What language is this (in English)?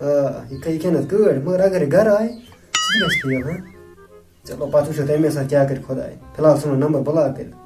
Kashmiri